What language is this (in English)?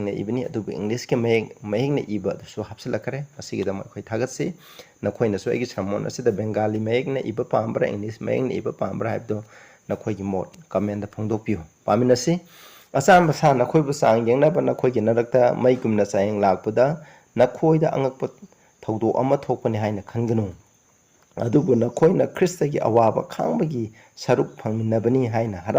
Manipuri